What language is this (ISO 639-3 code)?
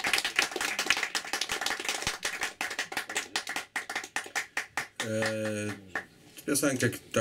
pol